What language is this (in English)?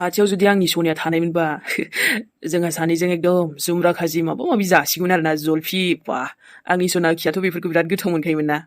Bodo